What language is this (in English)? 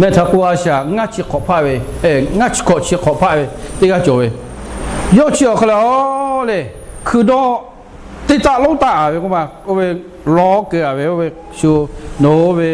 Lahu